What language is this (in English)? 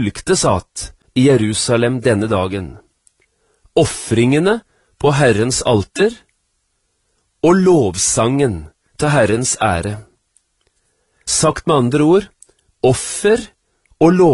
Norwegian